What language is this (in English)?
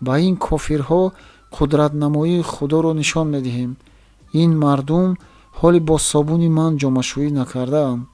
Tajik